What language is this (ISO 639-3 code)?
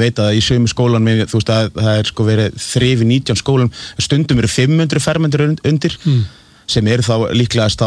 isl